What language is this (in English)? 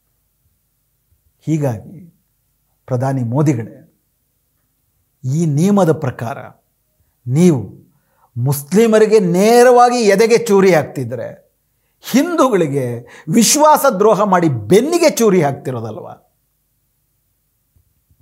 Kannada